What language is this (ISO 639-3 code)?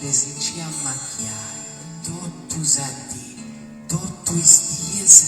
srd